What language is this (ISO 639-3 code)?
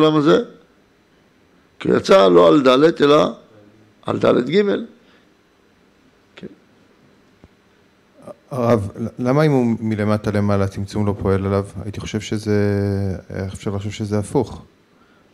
heb